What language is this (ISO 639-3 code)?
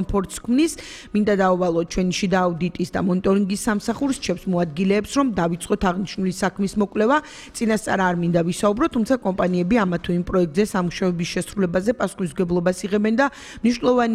kat